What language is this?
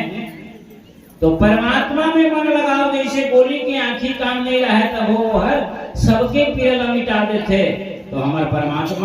Chhattisgarhi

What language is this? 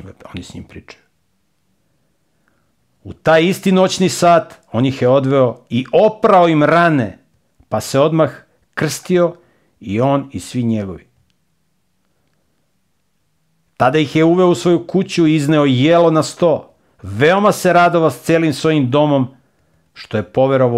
Serbian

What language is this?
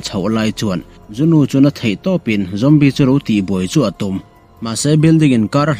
Mizo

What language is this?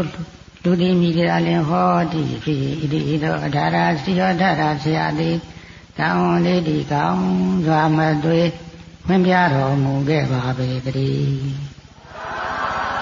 Burmese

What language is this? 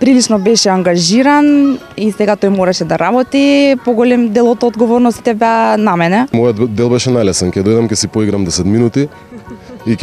Macedonian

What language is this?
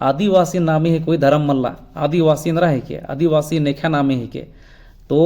Kurukh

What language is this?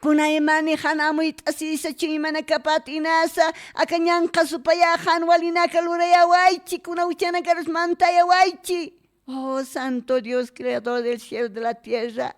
Aymara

